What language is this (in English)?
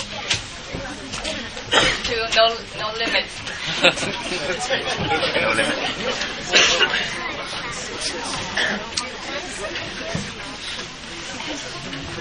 English